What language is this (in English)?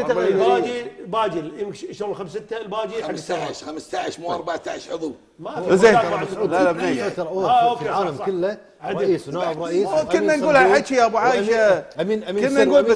Gulf Arabic